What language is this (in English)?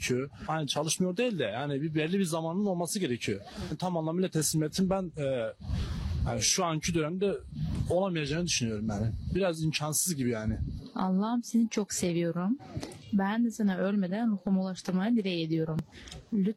Turkish